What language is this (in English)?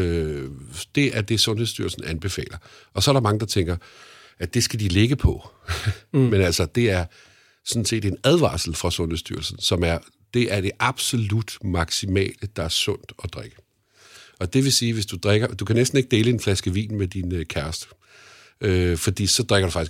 Danish